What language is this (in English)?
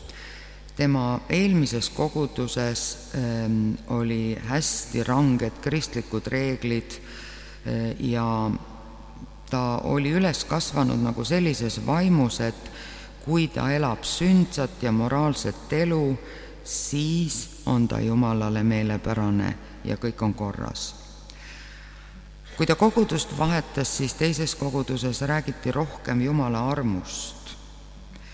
Estonian